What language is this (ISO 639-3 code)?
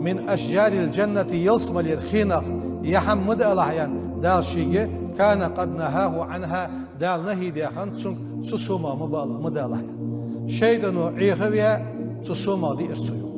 inh